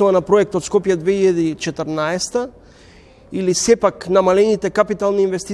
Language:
Macedonian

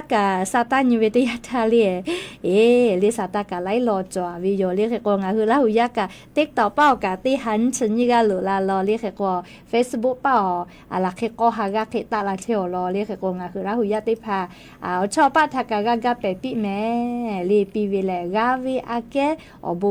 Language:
Lahu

